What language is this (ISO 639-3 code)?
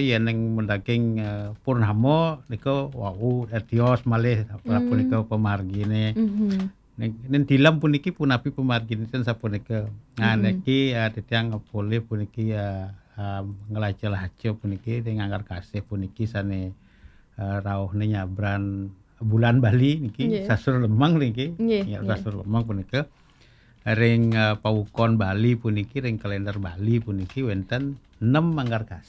ban